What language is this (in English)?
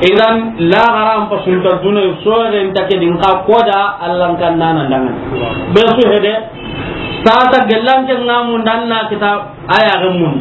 Soninke